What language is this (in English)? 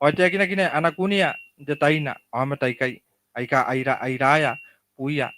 Gilbertese